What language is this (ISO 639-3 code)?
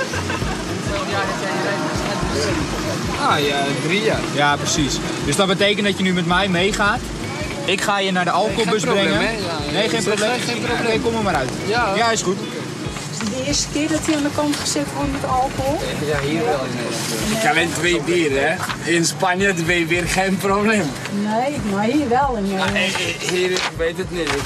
nld